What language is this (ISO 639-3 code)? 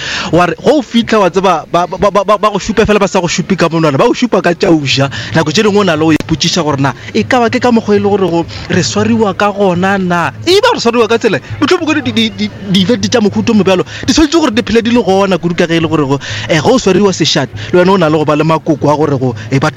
nso